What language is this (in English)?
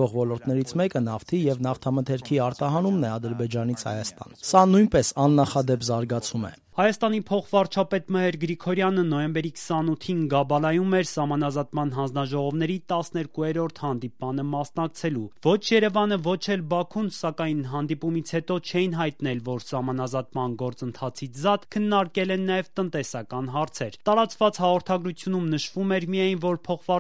Armenian